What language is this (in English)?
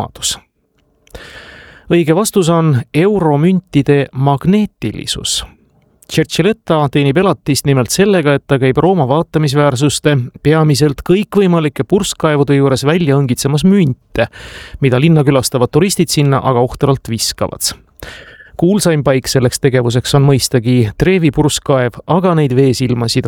Estonian